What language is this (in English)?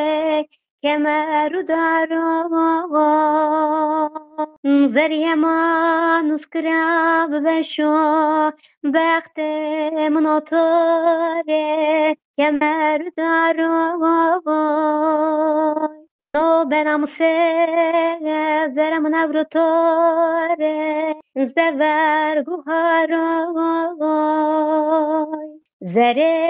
Kurdish